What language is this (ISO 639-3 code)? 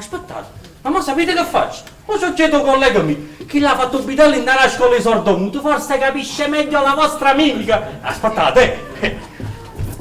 nap